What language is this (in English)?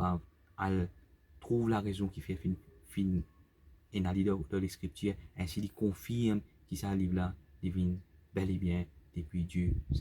Morisyen